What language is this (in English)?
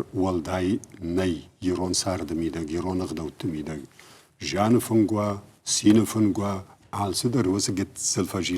Ossetic